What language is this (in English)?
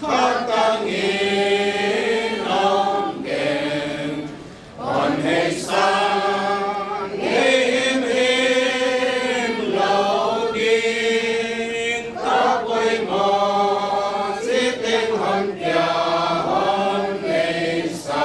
Paite Chin